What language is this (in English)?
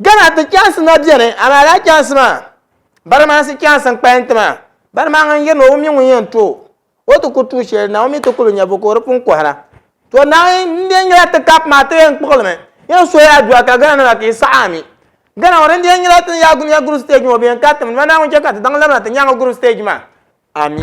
Dagbani